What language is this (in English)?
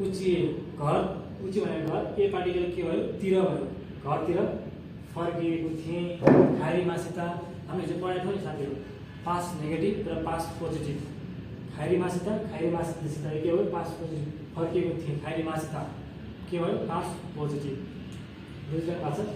Nepali